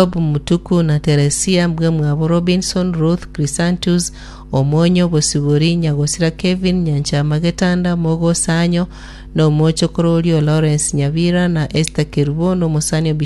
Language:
Gusii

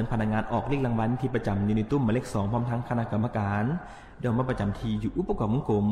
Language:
Lao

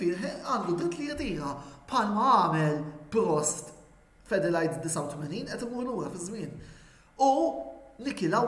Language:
Maltese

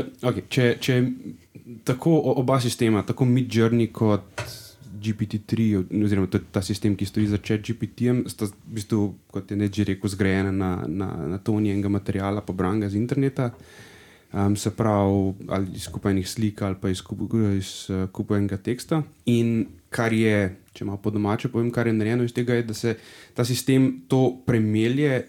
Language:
Slovenian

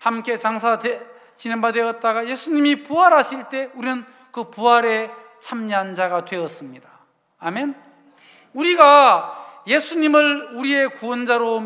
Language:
Korean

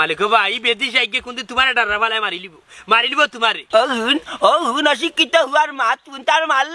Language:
Sylheti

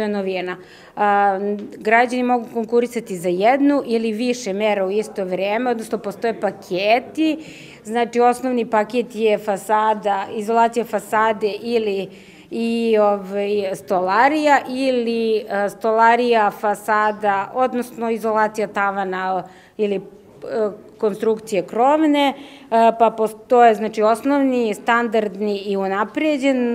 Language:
Serbian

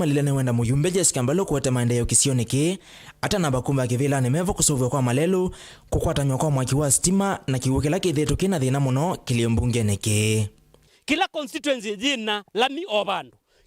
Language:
Kamba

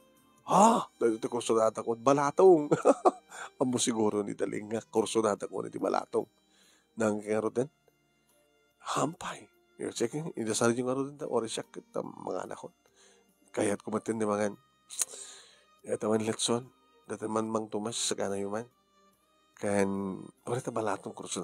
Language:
Iloko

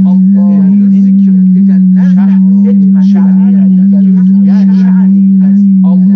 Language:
South Azerbaijani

